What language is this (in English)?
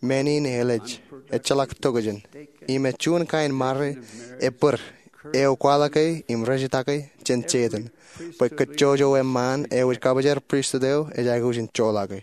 Marshallese